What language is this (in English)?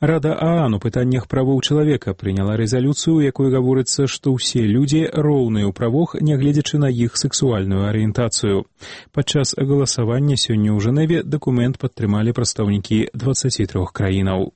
Belarusian